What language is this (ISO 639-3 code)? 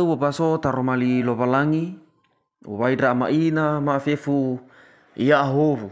nia